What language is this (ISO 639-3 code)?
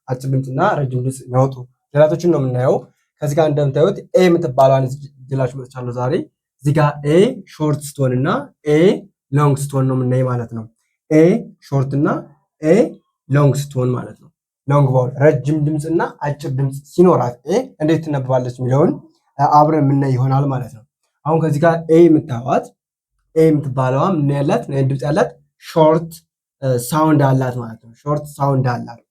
amh